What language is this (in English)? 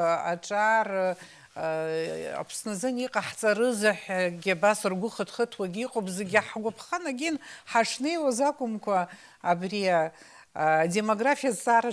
Abkhazian